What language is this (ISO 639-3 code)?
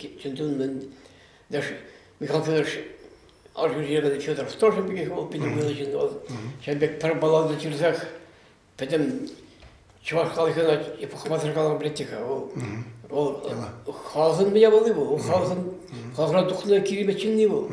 chv